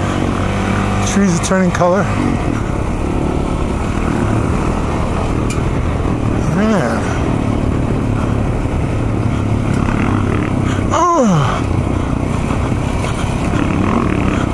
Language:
English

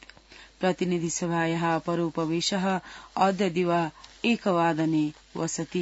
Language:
Sanskrit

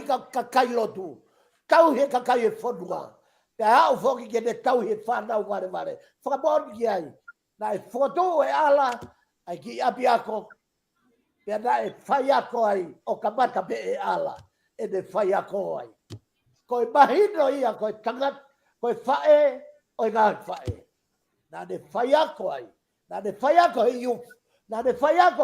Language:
Tongan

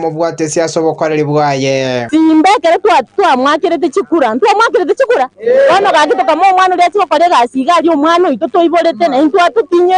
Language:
Gusii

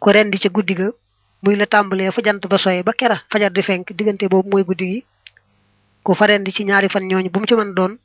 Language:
Wolof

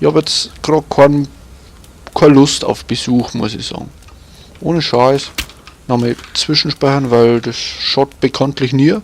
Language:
Bavarian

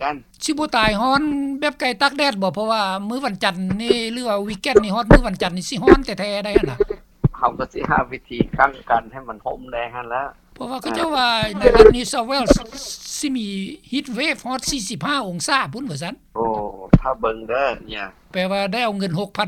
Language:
Lao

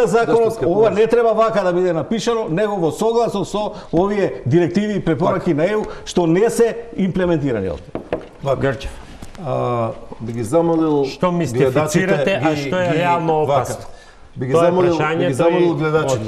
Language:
Macedonian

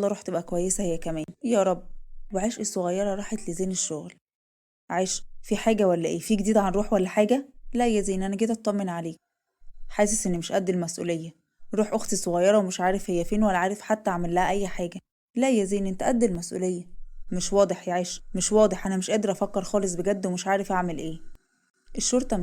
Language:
Egyptian Arabic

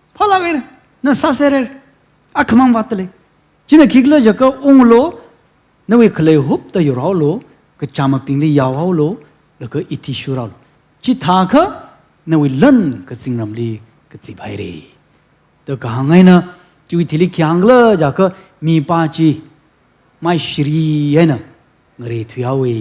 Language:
Tangkhul Naga (India)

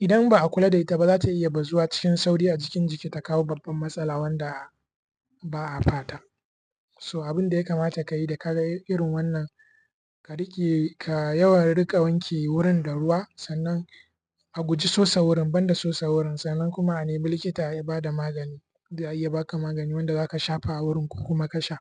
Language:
Hausa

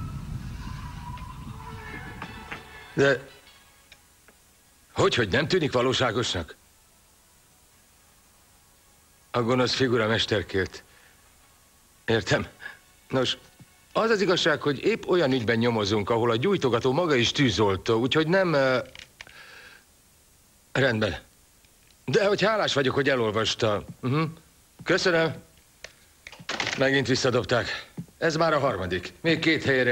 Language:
Hungarian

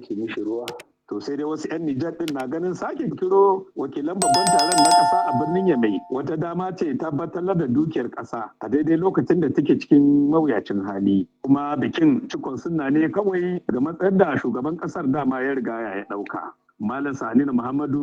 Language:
Hausa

